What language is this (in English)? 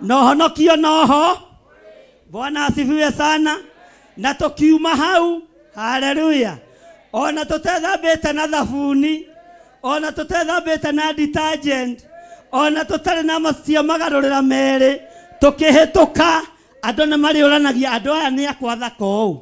Kikuyu